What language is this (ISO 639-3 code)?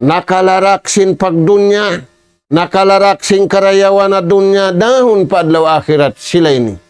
tsg